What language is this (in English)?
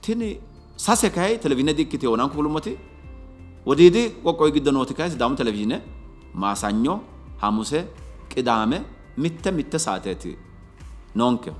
Sidamo